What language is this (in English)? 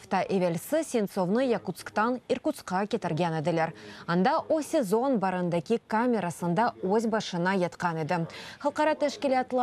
Crimean Tatar